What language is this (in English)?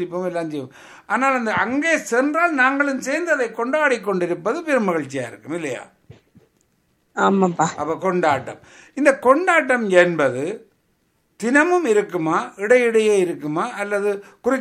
Tamil